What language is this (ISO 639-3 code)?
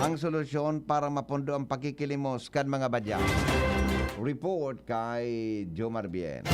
bik